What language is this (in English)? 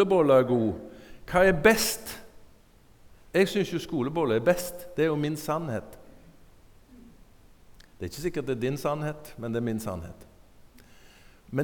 Norwegian